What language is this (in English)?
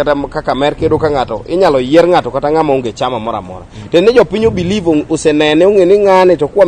Luo (Kenya and Tanzania)